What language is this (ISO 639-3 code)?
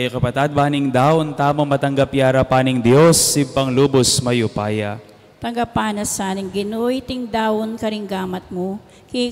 pam